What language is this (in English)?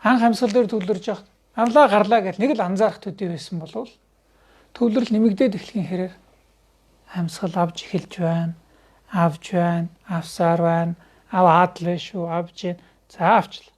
Mongolian